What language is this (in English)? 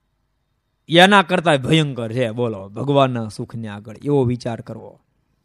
Gujarati